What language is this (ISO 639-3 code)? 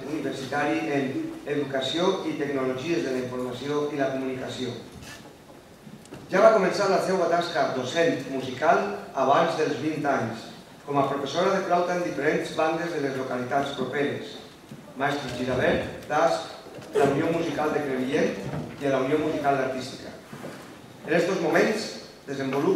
cat